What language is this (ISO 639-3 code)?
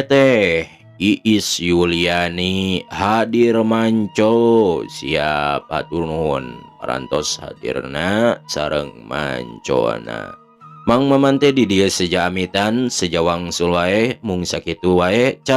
sun